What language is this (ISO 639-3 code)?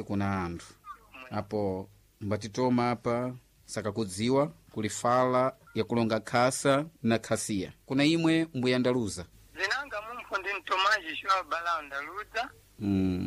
seh